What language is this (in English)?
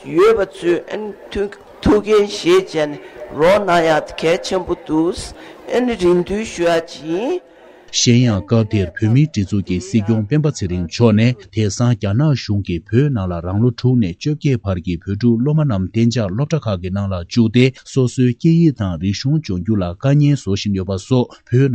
Tibetan